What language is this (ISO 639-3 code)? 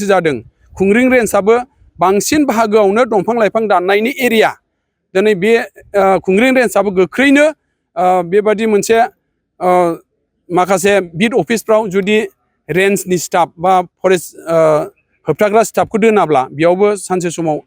brx